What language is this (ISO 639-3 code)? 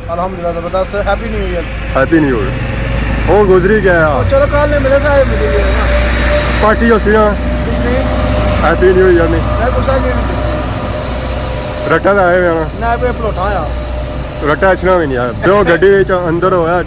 phr